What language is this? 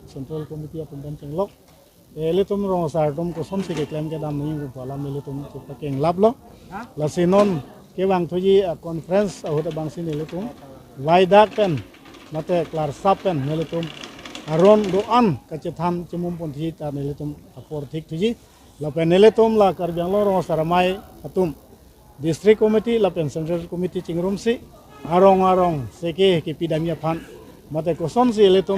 Karbi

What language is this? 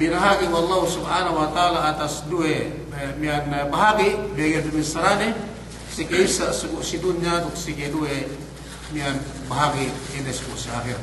Yakan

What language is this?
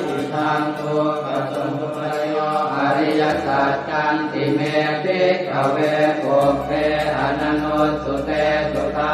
Pali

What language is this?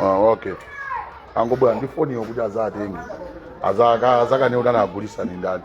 Nyanja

